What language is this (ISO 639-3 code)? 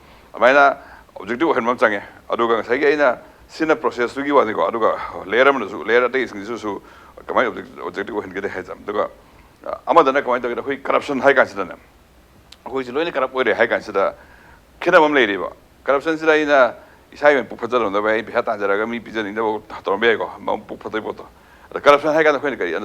mni